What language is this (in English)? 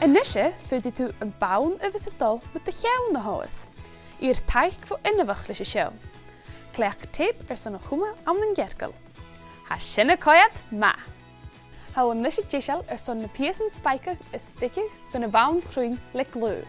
Scottish Gaelic